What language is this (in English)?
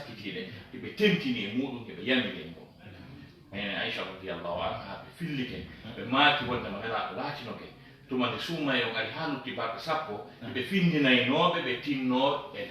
Fula